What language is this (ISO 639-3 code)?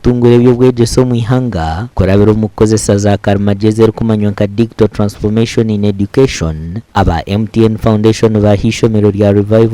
nyn